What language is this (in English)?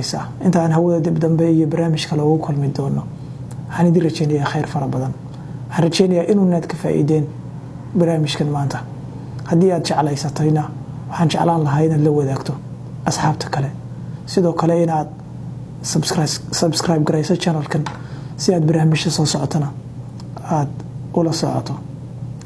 Somali